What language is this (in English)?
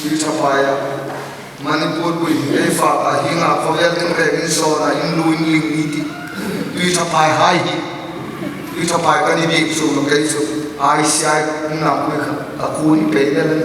Hmar